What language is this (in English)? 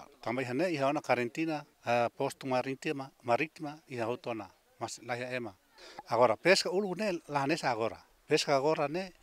Tetum